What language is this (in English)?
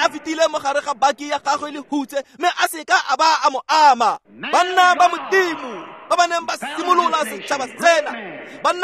Tswana